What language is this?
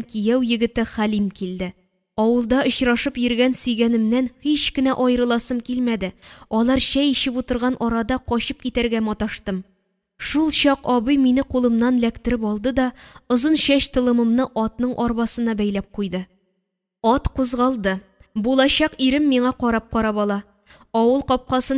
Tatar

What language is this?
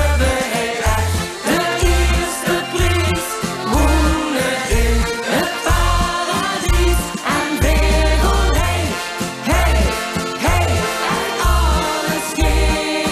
Limburgish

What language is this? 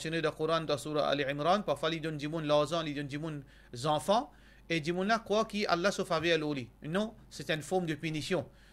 Morisyen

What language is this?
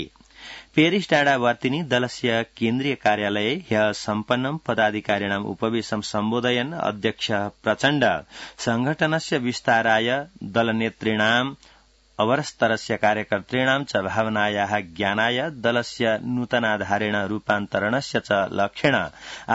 Sanskrit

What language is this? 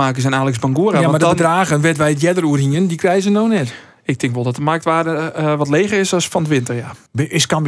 Western Frisian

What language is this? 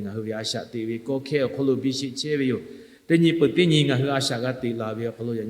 Lahu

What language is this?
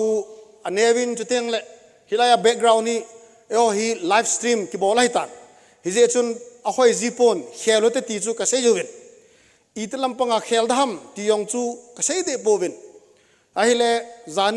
Thado Chin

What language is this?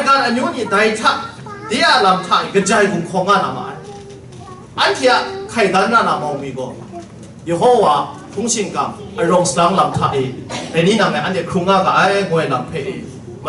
Kachin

